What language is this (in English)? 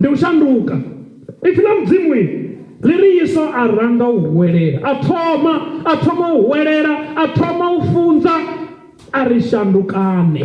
Venda